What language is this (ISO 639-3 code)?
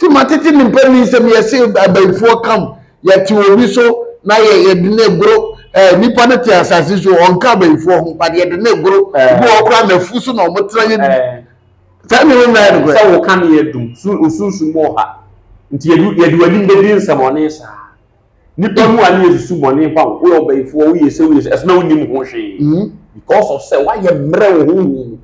aka